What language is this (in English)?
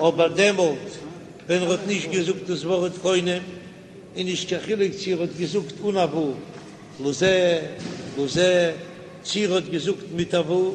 Yiddish